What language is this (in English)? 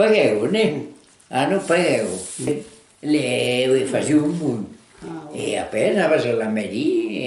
Occitan